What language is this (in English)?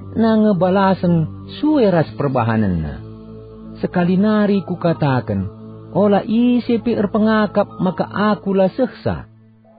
Batak Karo